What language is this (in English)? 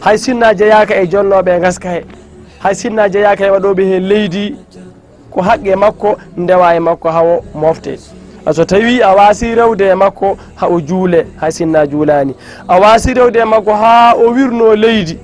Fula